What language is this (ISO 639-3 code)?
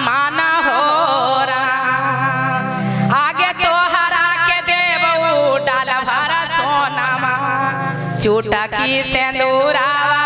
mag